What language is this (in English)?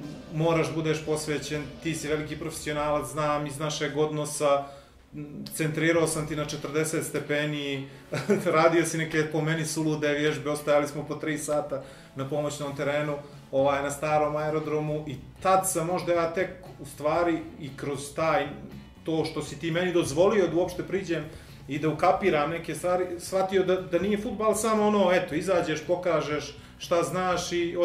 Bosnian